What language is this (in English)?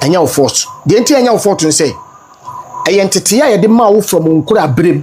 Akan